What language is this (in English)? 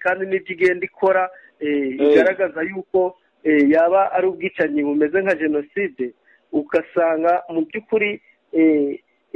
Kinyarwanda